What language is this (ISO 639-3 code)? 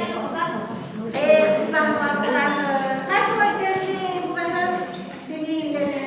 bak